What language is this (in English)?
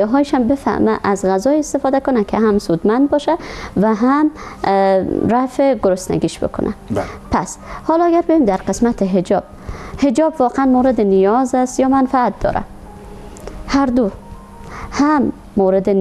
Persian